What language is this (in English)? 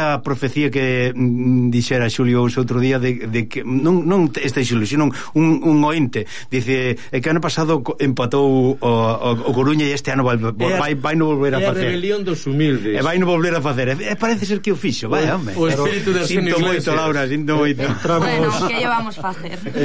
Galician